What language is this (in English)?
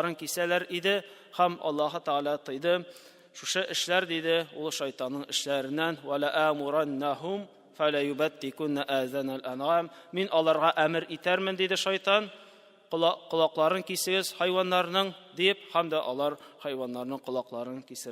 Tatar